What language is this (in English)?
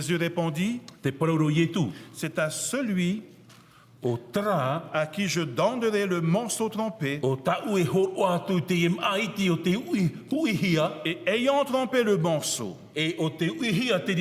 Tahitian